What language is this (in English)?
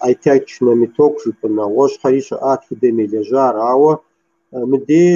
Kabardian